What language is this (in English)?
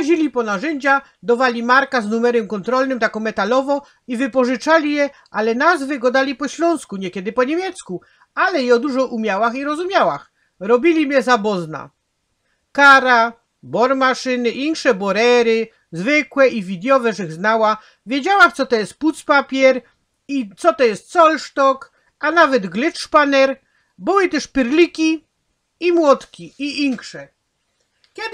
Silesian